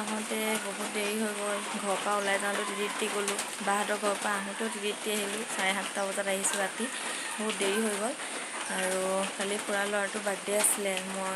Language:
Assamese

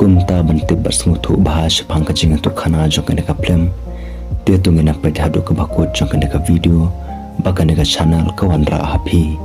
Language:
Khasi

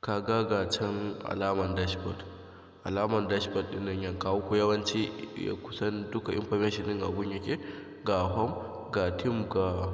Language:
Hausa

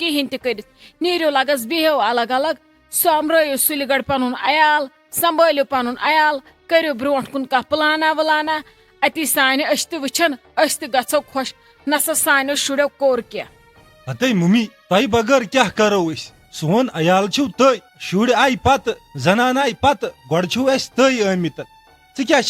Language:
Kashmiri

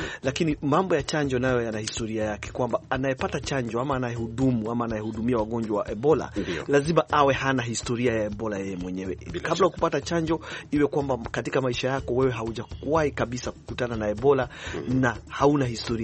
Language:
Swahili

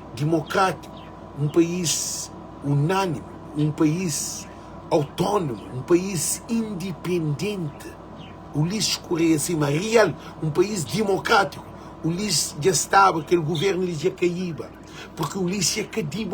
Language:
Kabuverdianu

